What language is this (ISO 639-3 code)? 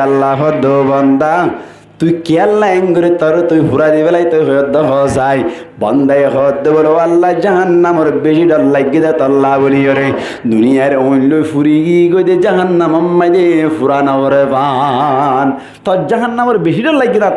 rhg